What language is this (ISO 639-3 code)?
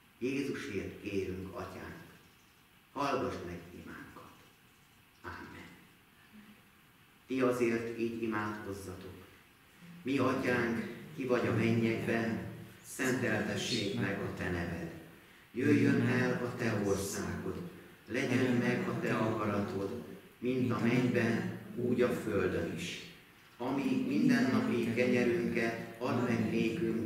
hun